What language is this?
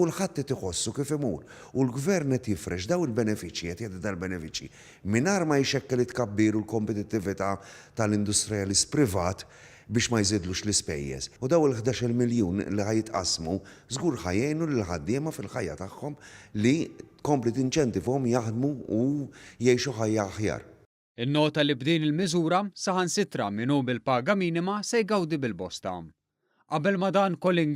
Maltese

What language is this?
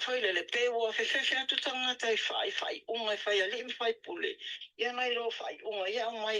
Samoan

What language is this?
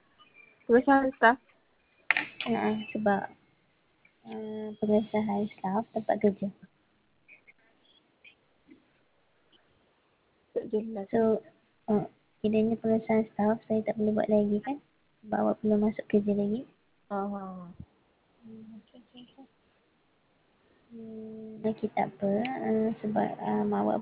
Malay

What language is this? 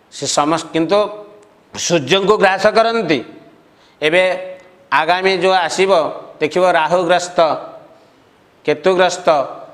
Odia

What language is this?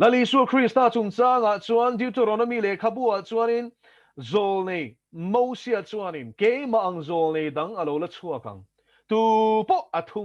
Mizo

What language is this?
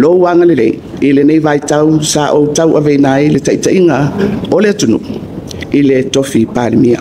Samoan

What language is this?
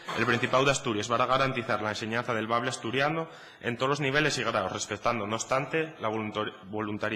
Asturian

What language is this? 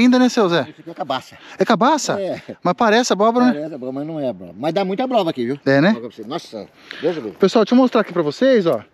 Portuguese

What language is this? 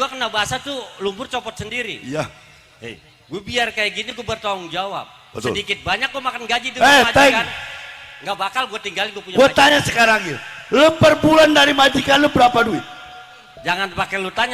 Betawi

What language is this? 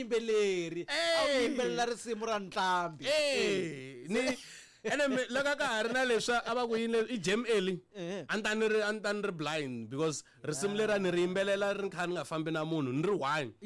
Tsonga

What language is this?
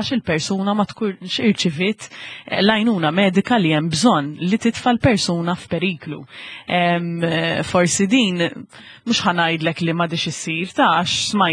Maltese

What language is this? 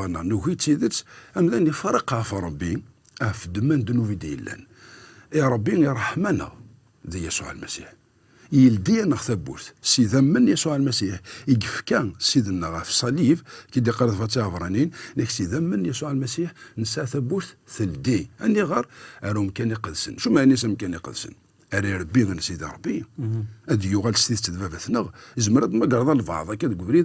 Kabyle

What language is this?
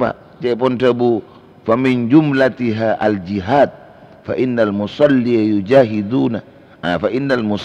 Madurese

